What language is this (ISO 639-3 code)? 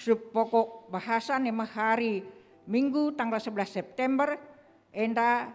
btx